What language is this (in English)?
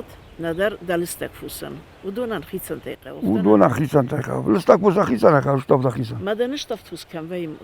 Ossetic